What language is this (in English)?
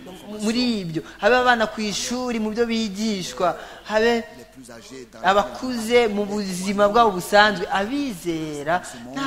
Kinyarwanda